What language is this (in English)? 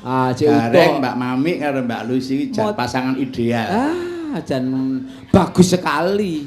Javanese